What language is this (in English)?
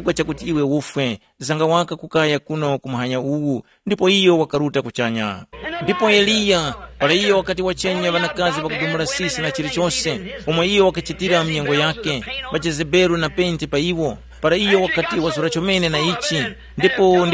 Tumbuka